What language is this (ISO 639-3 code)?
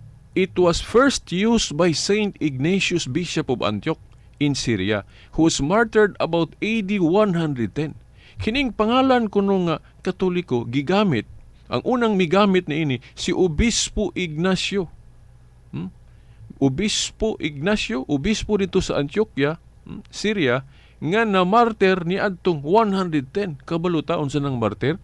ceb